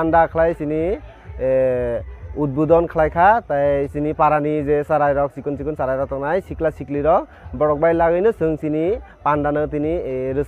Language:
Kok Borok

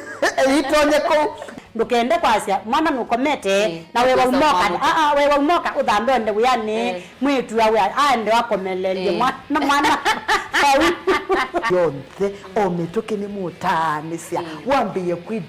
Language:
Kamba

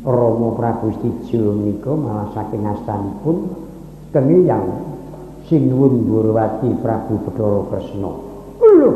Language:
Javanese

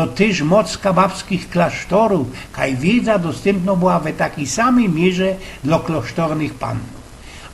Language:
Silesian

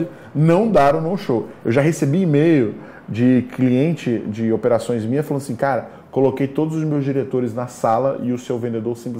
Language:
Portuguese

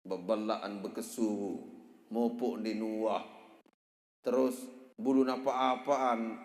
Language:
Sasak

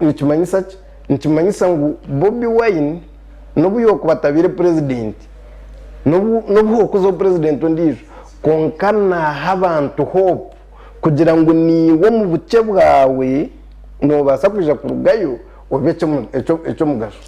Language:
Nyankole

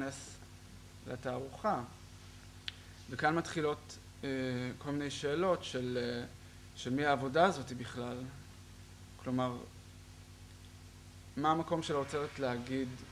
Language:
Hebrew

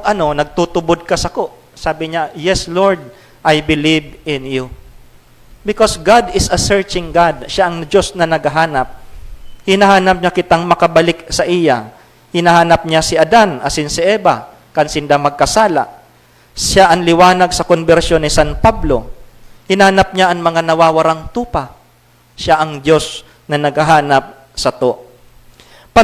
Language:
Bikol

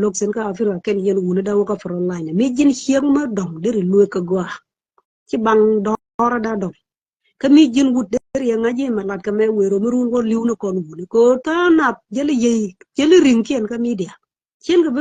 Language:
Nuer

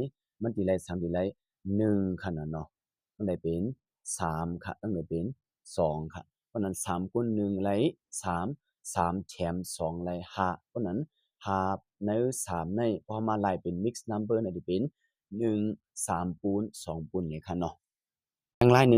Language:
Shan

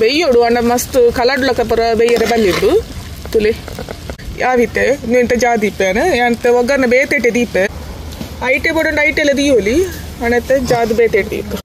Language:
Tulu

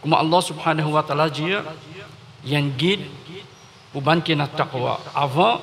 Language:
Morisyen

